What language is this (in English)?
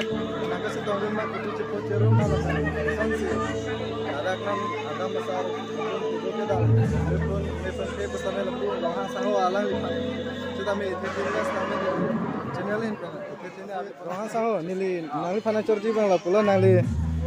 Karbi